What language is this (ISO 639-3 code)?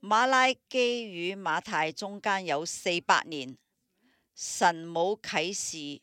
yue